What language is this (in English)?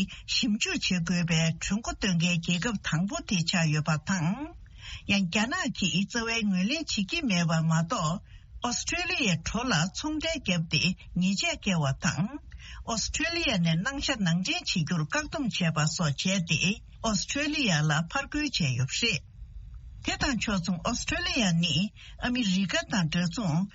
Tibetan